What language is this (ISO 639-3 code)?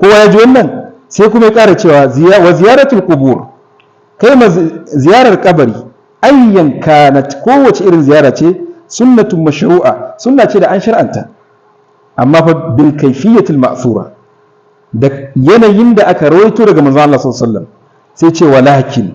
hau